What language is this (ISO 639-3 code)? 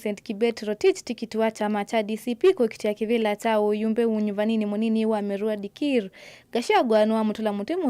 kam